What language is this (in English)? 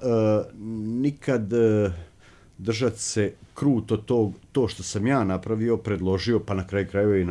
Croatian